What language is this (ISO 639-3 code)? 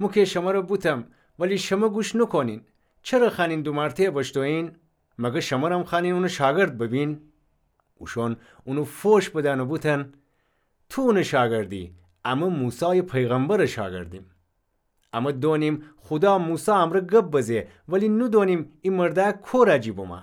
glk